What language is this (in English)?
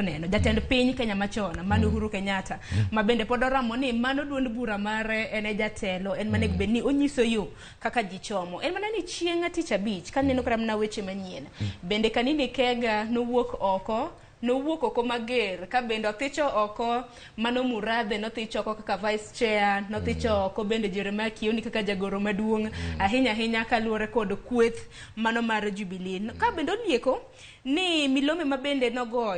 Luo (Kenya and Tanzania)